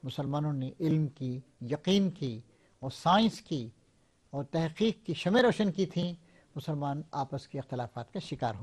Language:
Urdu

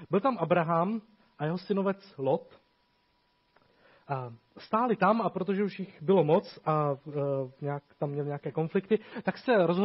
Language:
Czech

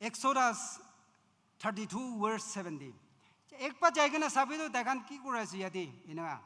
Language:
Naga Pidgin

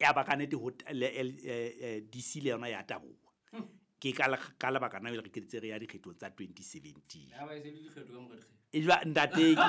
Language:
Southern Sotho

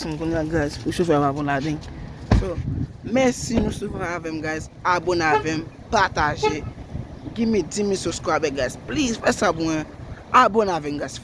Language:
Haitian Creole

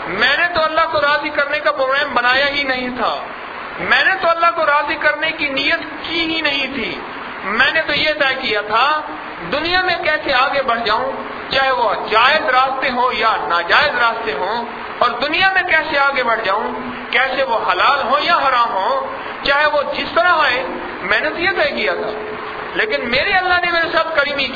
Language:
Urdu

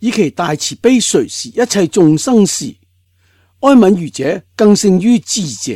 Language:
Cantonese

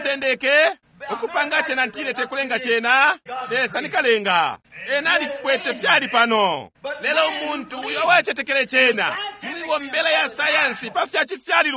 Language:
Bemba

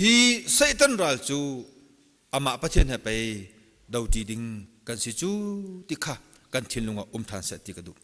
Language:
Hakha Chin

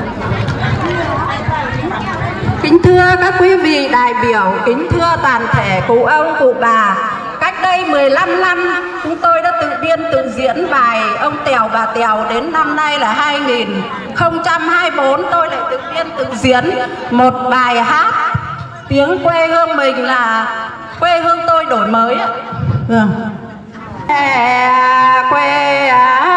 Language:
Vietnamese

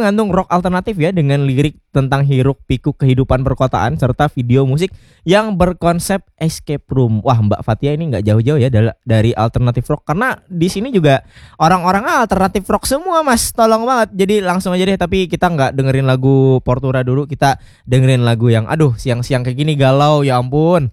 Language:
Indonesian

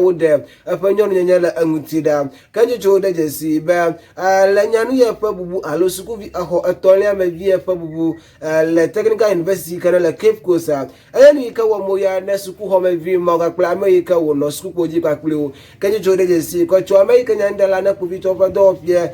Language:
Ewe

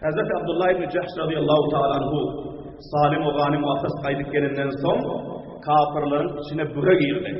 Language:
Turkmen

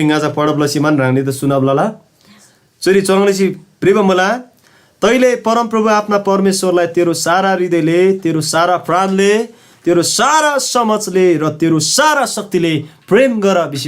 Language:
Eastern Tamang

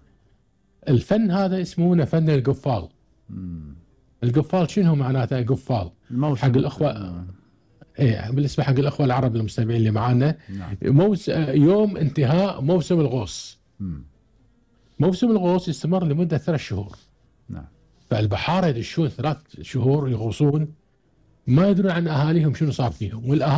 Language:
Gulf Arabic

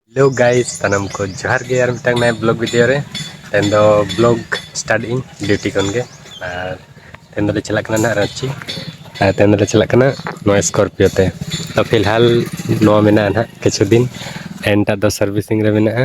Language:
Santali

